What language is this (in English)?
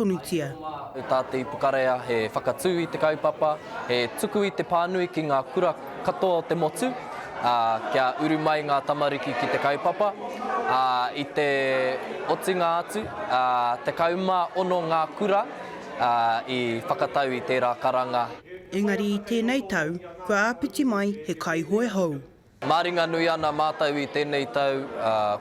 Māori